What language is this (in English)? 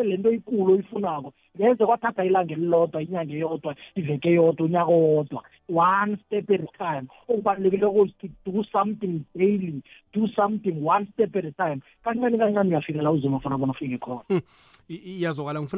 South Ndebele